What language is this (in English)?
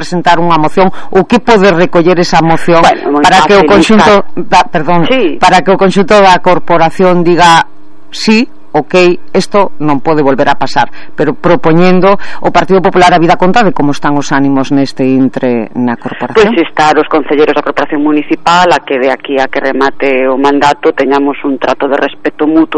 Galician